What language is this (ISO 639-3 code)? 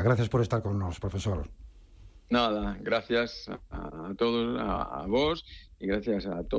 glg